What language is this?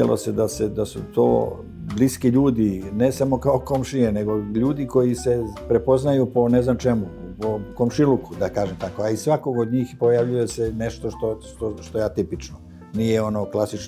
Bosnian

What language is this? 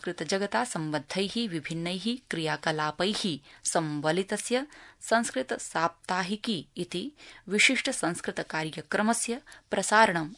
Sanskrit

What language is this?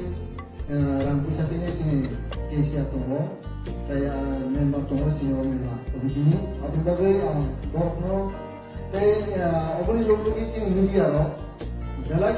Kok Borok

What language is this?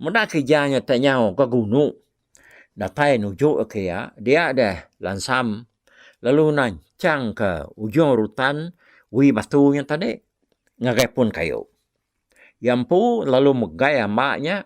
Iban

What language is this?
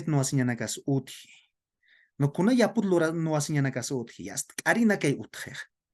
Aymara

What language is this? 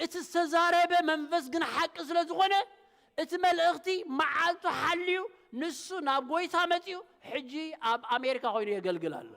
Tigrinya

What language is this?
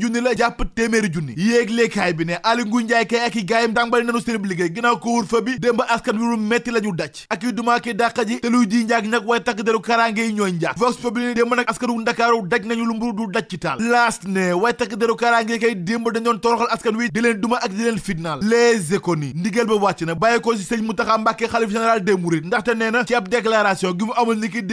Wolof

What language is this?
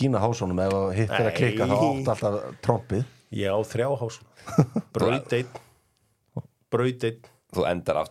Icelandic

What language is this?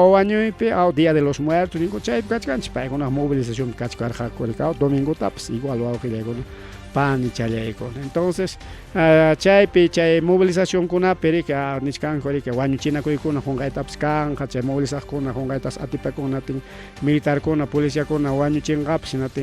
Ayacucho Quechua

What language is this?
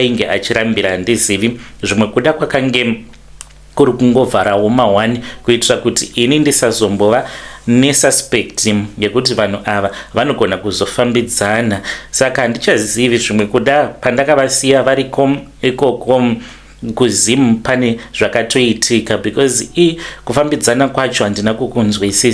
Shona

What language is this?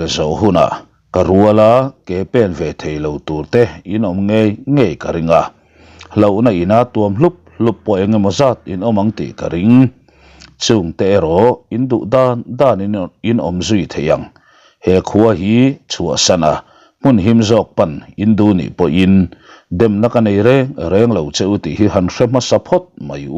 Mizo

